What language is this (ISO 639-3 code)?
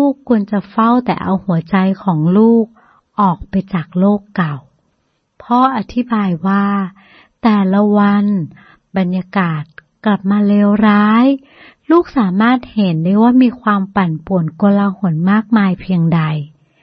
tha